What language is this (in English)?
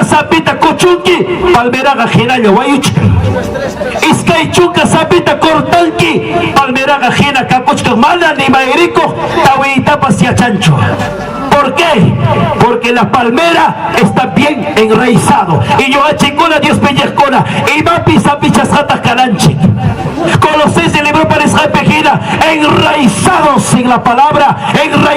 Ayacucho Quechua